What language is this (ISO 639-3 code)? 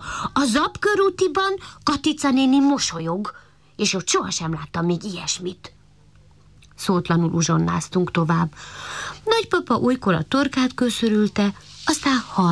hun